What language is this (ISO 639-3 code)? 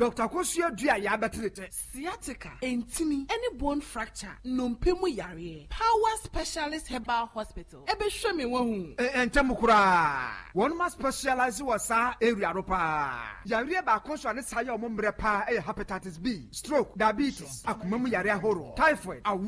aka